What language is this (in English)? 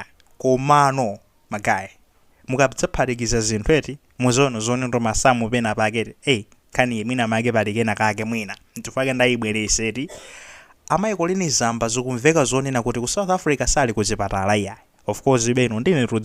Nyanja